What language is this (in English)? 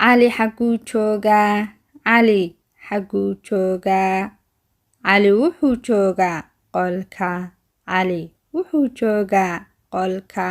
Somali